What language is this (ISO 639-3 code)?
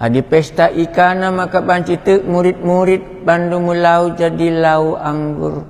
btx